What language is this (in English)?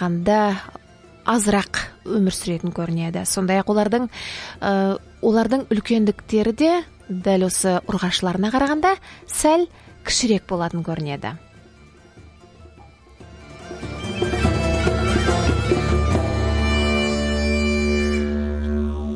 Kazakh